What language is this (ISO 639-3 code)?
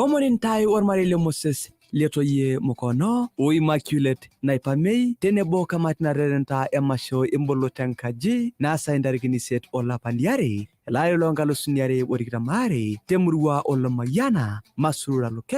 mas